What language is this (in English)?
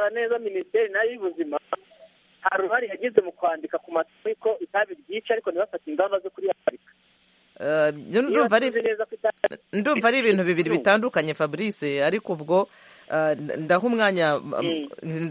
Kinyarwanda